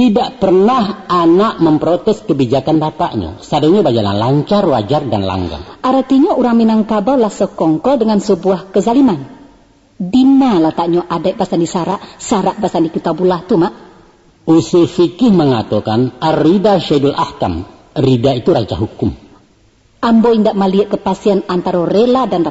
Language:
Minangkabau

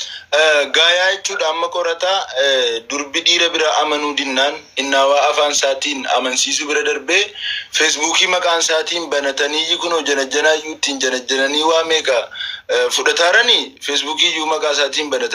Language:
Oromo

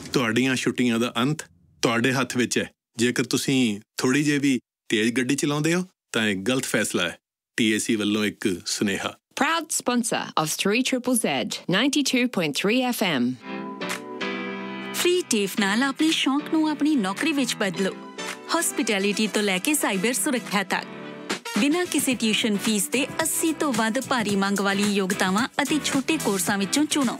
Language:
Punjabi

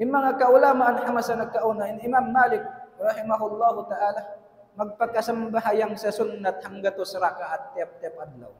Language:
Tausug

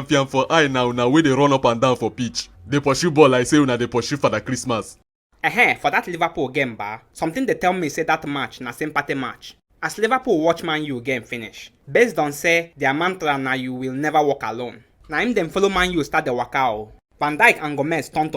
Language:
Nigerian Pidgin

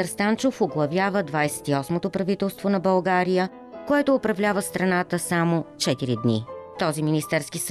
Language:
Bulgarian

